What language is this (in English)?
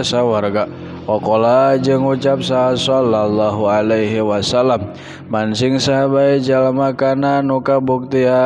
Sundanese